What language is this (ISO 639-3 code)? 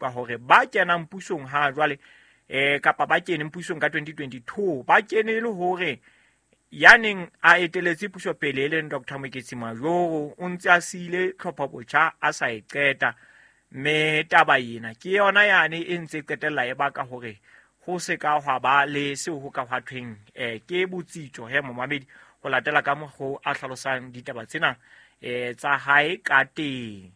sot